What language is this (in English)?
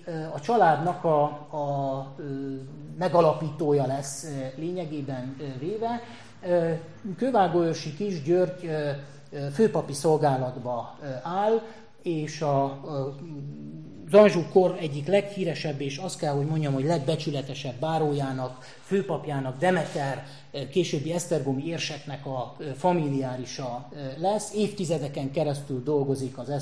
Hungarian